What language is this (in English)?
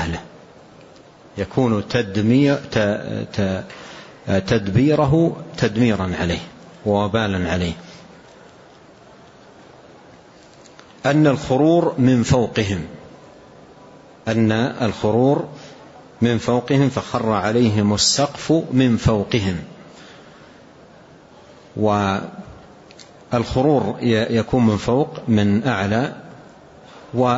Arabic